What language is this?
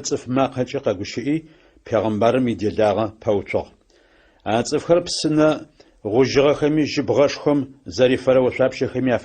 Adyghe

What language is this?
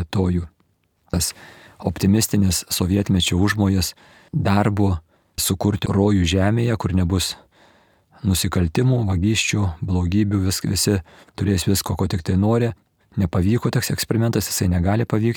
Lithuanian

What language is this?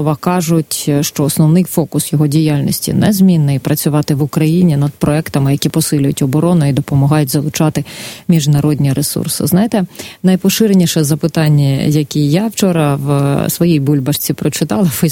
Ukrainian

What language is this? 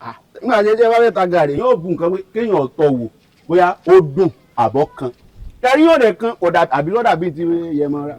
Yoruba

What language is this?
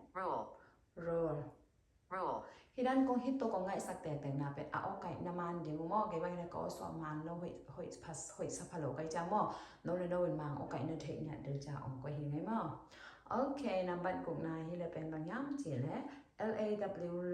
Tedim Chin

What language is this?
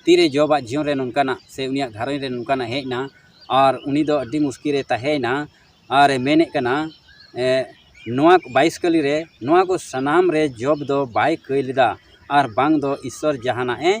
Santali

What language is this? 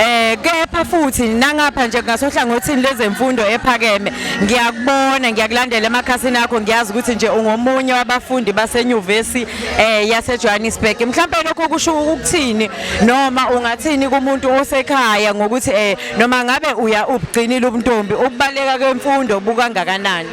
Zulu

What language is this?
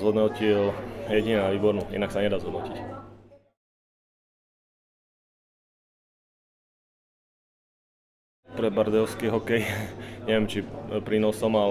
Slovak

